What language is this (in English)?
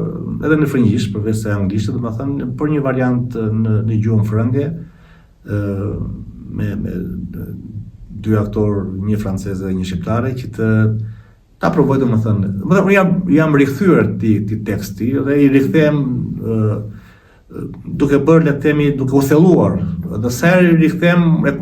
Albanian